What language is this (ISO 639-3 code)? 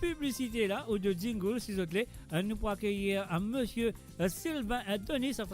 mfe